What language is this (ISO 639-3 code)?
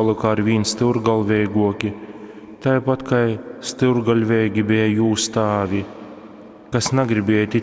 ltg